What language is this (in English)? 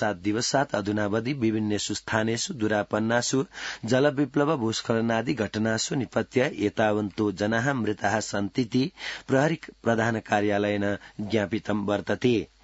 Sanskrit